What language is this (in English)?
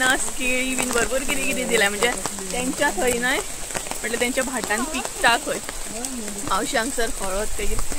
Konkani